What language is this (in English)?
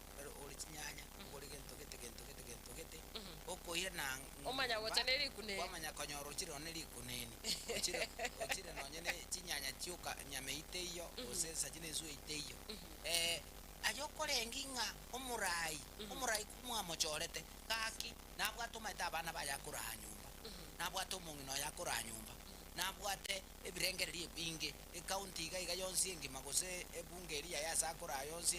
Gusii